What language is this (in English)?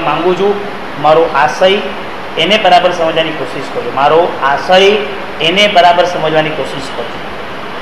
Gujarati